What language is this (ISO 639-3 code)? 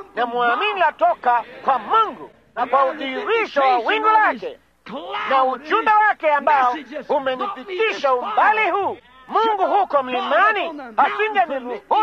swa